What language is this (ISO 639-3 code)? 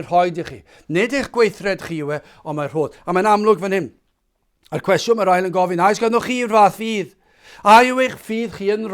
cym